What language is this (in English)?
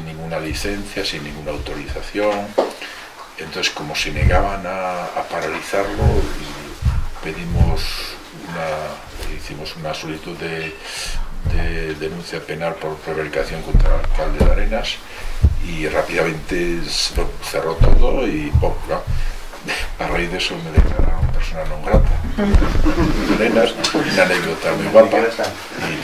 Spanish